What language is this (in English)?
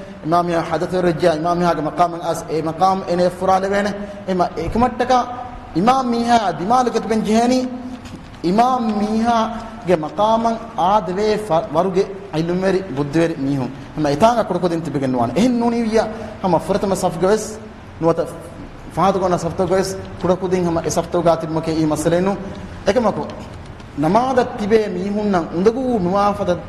Divehi